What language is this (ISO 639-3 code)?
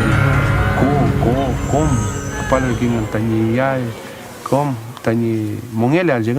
arn